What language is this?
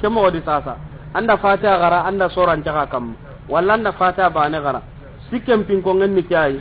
Soninke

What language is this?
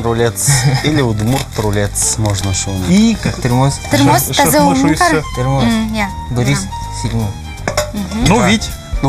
Udmurt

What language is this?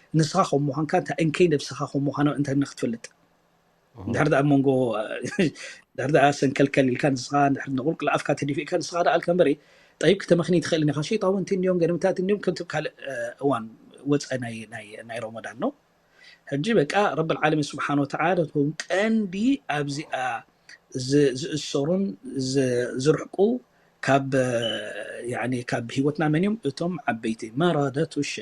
Tigrinya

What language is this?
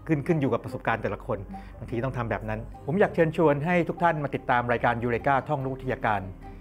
Thai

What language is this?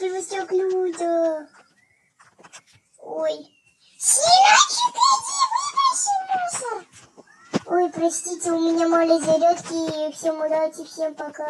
Russian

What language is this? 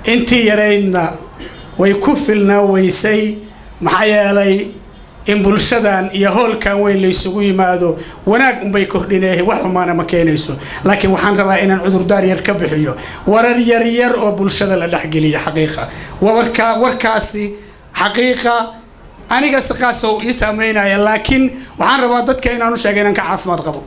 Somali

